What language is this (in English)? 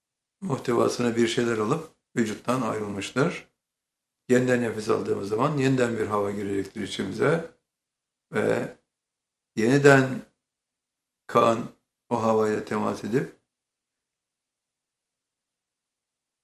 Turkish